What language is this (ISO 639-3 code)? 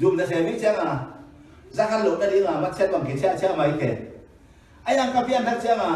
ctd